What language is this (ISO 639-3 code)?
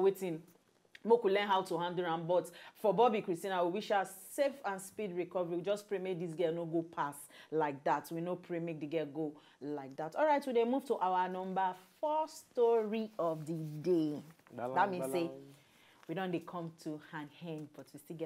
pcm